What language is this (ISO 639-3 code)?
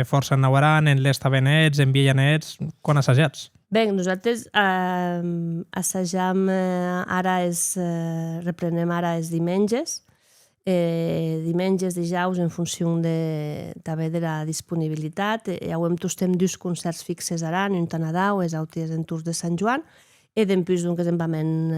oci